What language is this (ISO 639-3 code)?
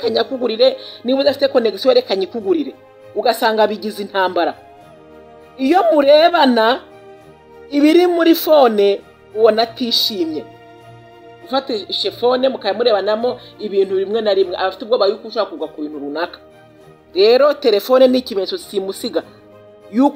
kin